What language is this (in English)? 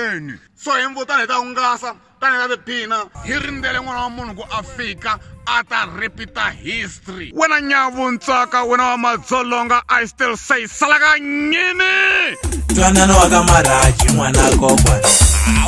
Tsonga